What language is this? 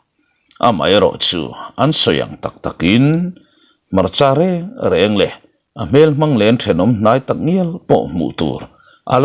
Mizo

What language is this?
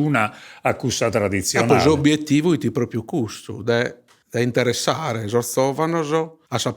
Sardinian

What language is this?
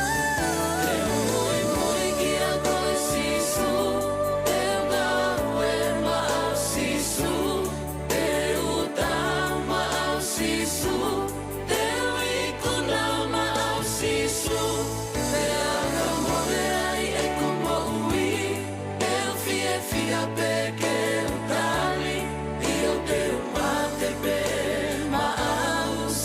Tongan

